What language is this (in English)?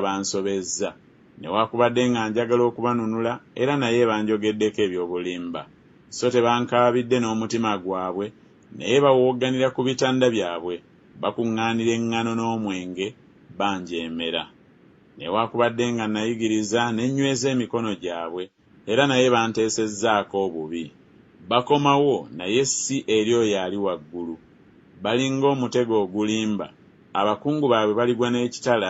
Ganda